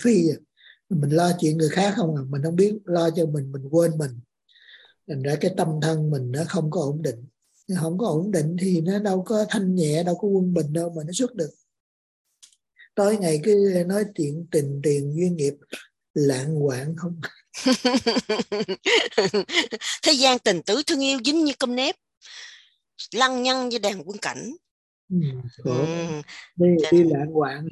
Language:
Vietnamese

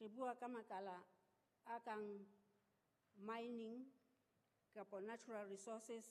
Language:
Southern Sotho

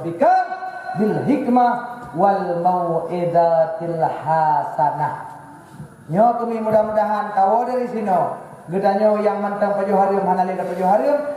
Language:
Achinese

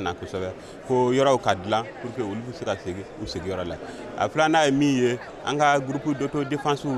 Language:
Bambara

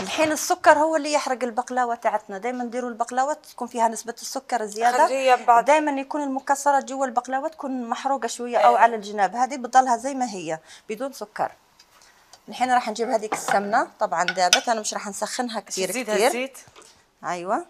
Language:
Algerian Arabic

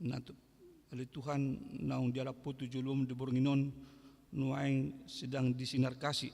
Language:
Batak Toba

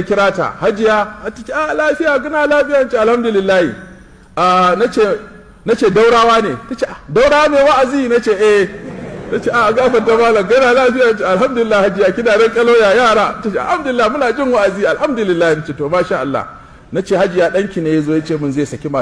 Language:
Hausa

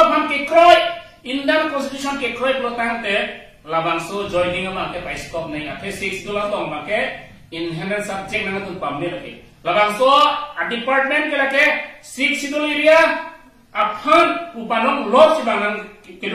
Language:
Karbi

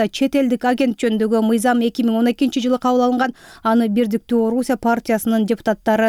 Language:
Kyrgyz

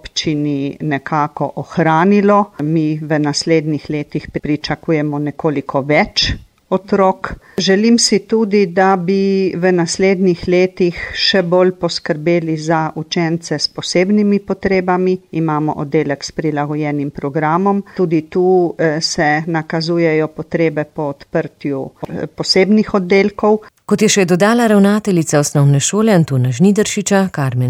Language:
Slovenian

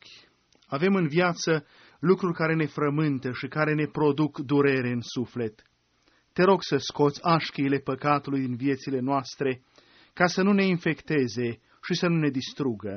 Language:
Romanian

